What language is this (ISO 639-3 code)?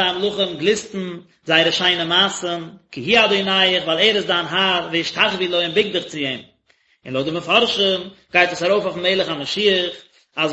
yid